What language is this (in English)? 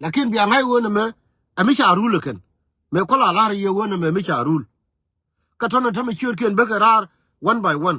Nuer